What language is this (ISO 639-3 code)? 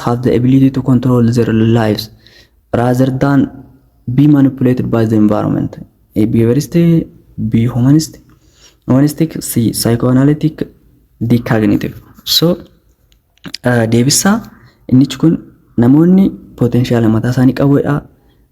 orm